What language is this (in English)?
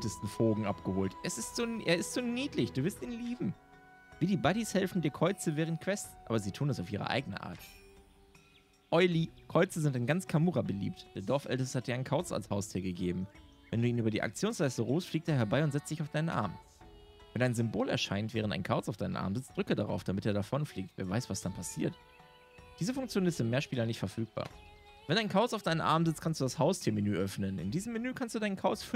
German